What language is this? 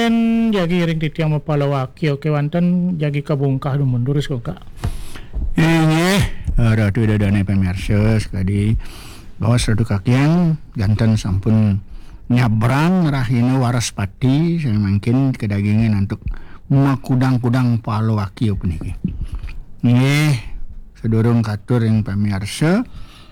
Balinese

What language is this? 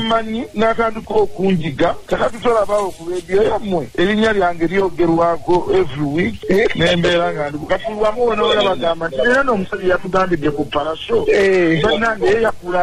Ganda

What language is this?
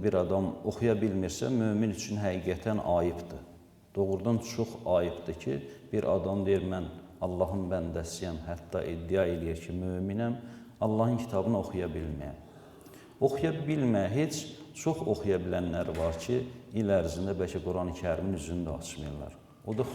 Azerbaijani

